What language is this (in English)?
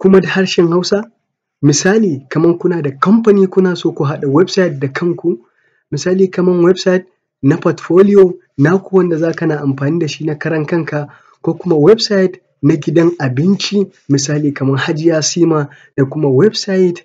Hausa